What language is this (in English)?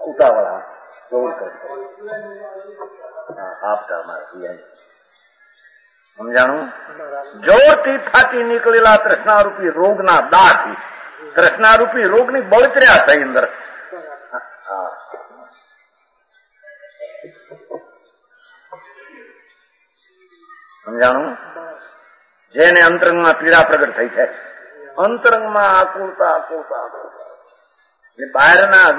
Gujarati